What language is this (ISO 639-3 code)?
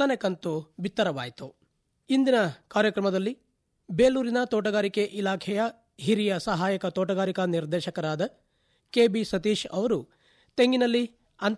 kan